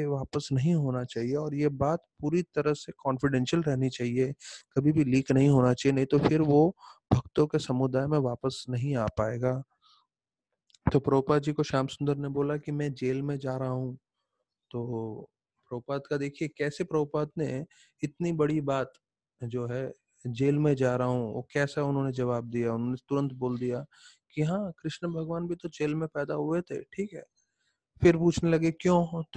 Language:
Hindi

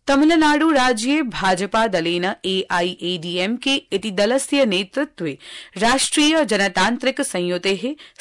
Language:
Sanskrit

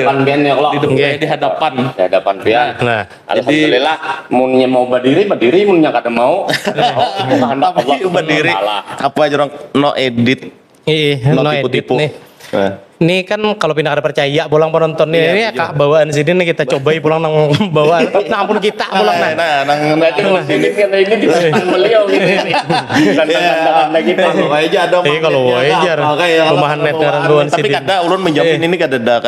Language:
Banjar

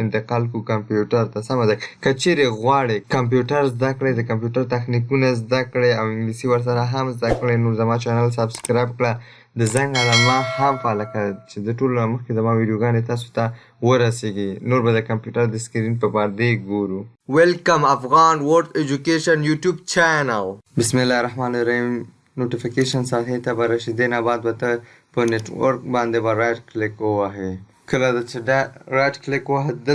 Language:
Pashto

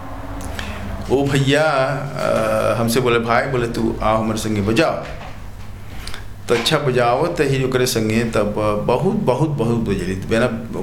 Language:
Bhojpuri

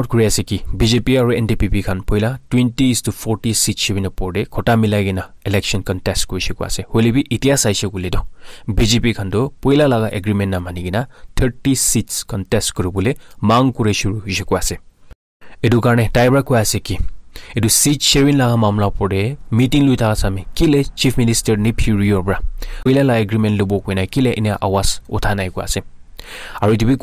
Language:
Naga Pidgin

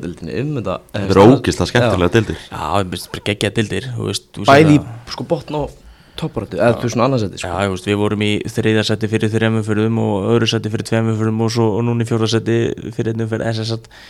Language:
Icelandic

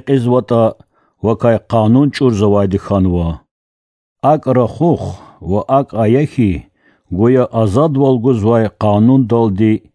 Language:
Lezghian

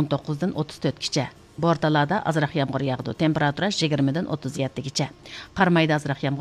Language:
Uyghur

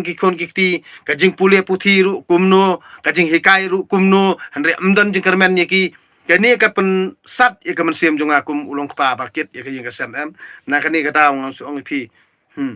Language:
Khasi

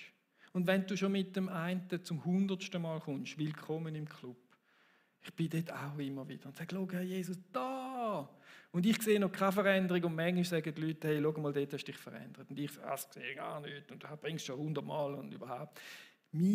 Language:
Swiss German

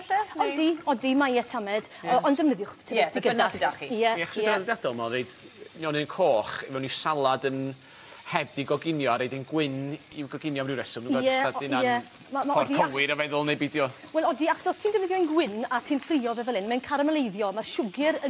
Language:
Welsh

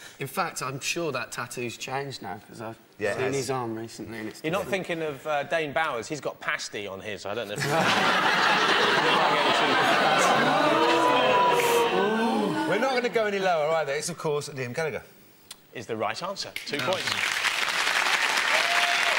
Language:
English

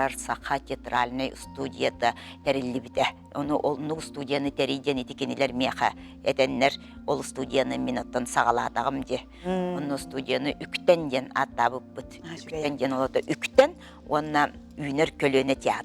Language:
Yakut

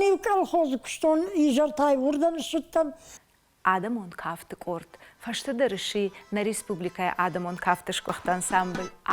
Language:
Ossetic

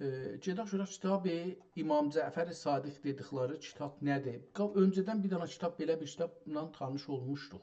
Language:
South Azerbaijani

